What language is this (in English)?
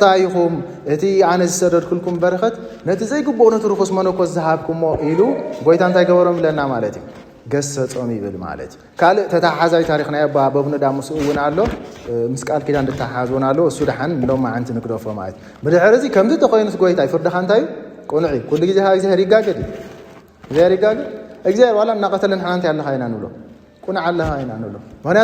Tigrinya